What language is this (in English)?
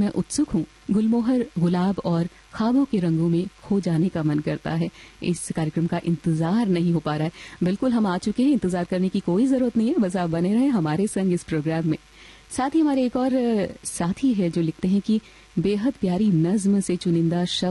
Hindi